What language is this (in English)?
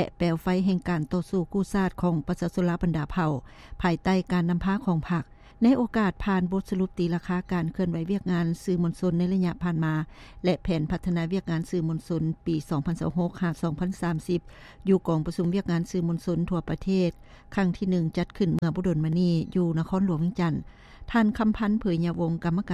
Lao